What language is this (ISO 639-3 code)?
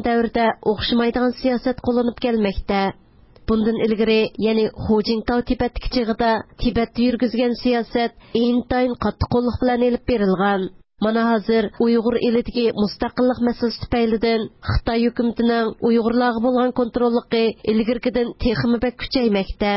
uig